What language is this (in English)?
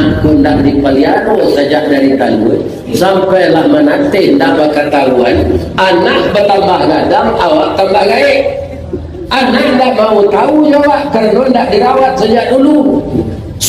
Minangkabau